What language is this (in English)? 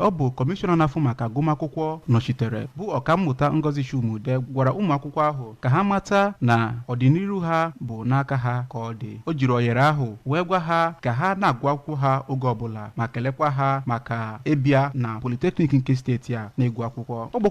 Igbo